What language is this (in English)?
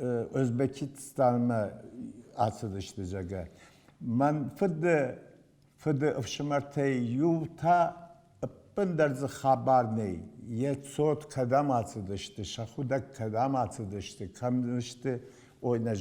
Ossetic